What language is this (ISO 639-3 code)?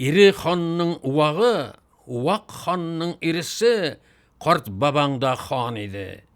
tat